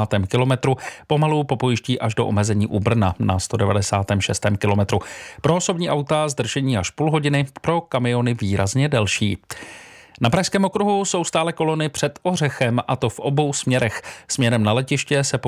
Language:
Czech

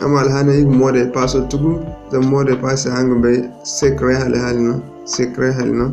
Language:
Zarma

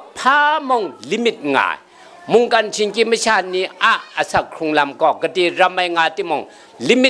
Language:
Kachin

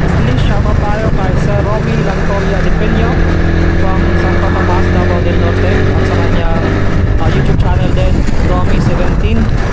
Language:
Filipino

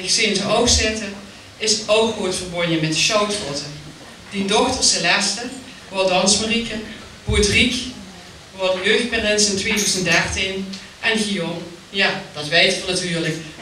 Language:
Limburgish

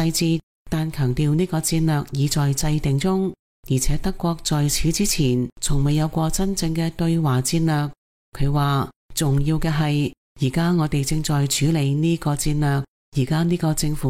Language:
Cantonese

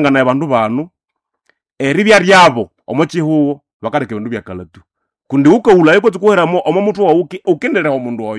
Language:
Nande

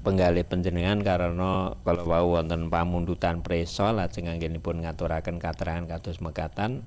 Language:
Javanese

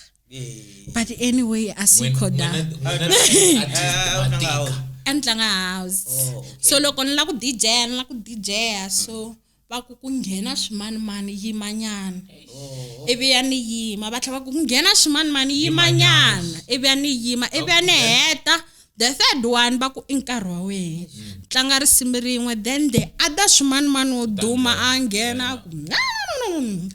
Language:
Tsonga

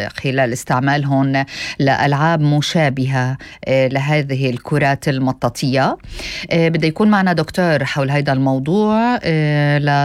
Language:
North Levantine Arabic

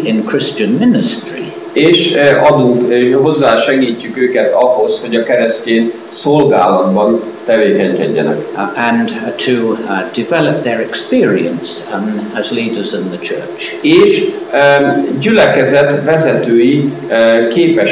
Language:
Hungarian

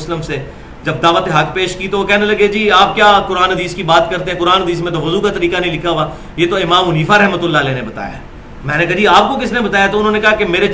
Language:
Urdu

